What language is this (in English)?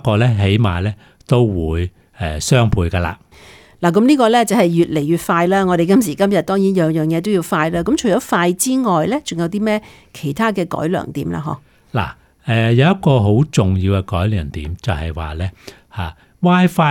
Cantonese